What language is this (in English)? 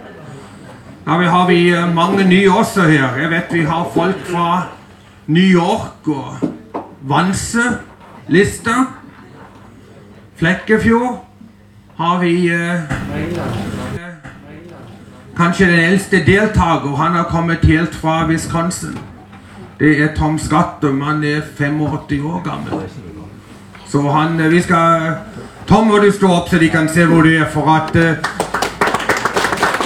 Norwegian